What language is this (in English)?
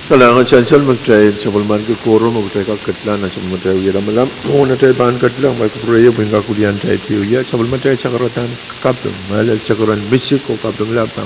Pohnpeian